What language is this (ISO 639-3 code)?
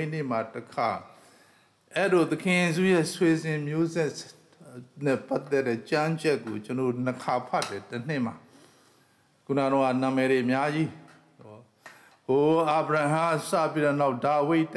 mya